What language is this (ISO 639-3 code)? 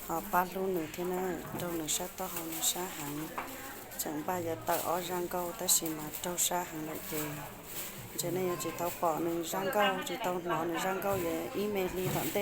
hmn